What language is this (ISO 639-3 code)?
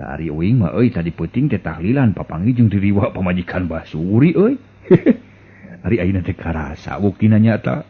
sun